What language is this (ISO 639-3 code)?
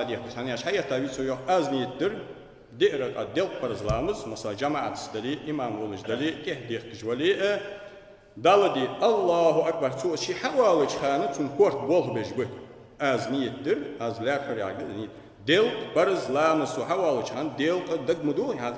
inh